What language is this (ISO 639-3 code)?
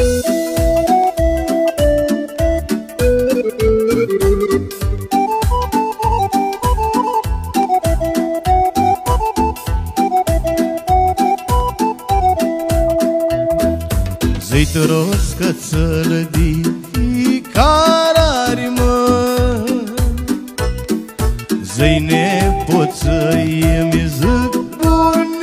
ron